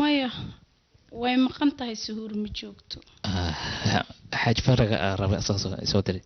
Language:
Somali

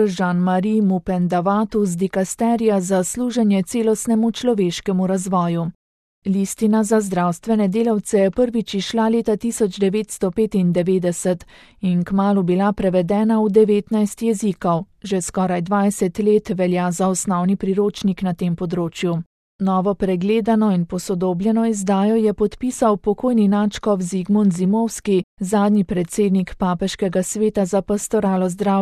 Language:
Slovenian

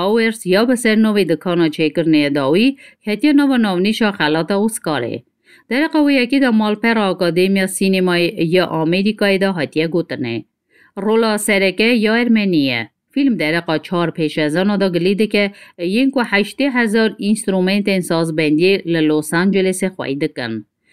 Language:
Kurdish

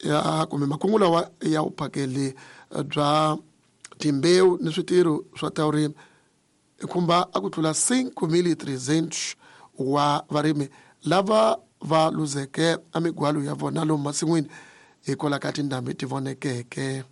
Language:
Tsonga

